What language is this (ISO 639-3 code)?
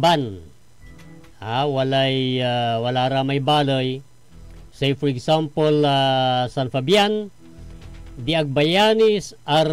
pag